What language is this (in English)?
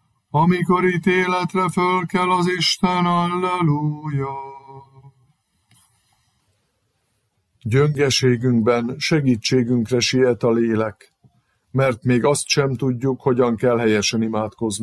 Hungarian